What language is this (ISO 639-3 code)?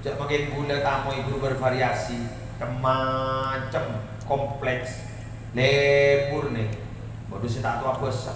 mad